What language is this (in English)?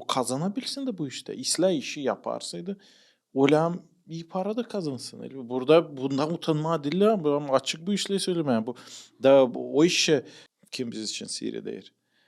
Gagauz